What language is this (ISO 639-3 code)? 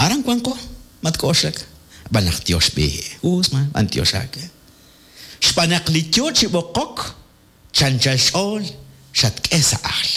kek